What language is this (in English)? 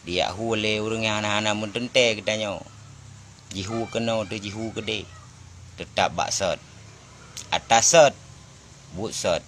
Achinese